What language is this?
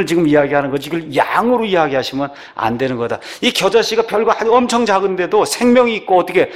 Korean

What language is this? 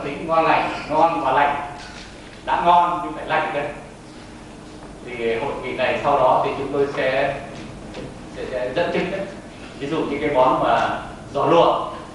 Vietnamese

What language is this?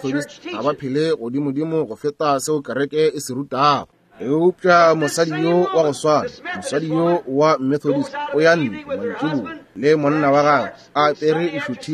Northern Sotho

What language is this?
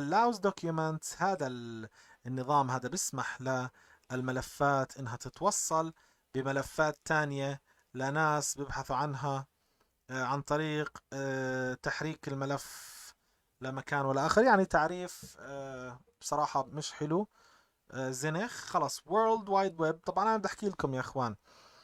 North Levantine Arabic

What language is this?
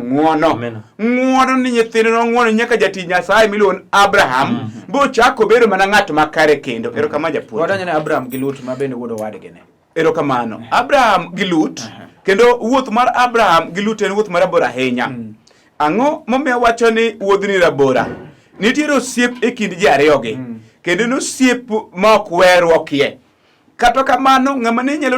Luo (Kenya and Tanzania)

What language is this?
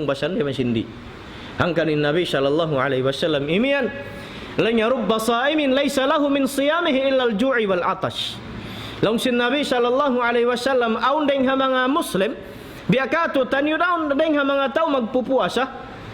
Tausug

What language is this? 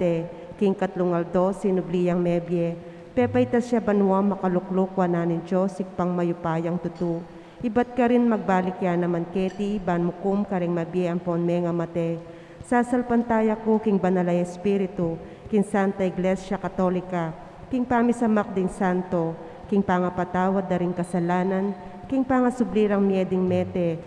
Pampanga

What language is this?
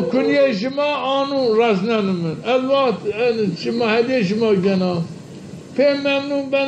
Zaza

